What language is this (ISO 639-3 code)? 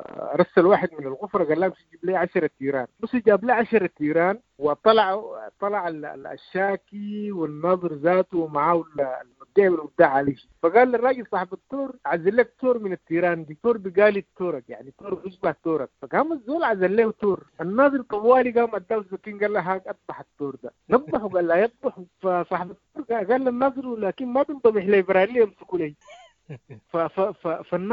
apd